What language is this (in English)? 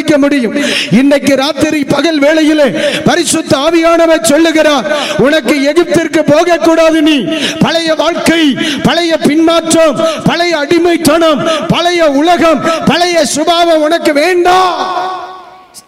Tamil